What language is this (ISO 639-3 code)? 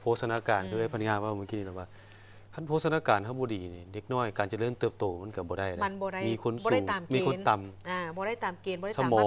lao